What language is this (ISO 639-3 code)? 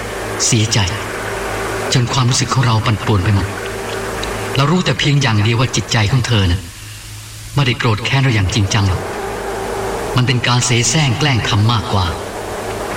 tha